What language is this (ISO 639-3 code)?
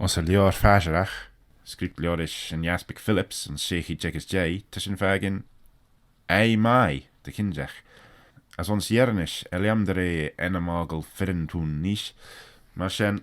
glv